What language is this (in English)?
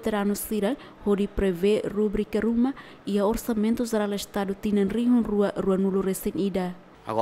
Tetum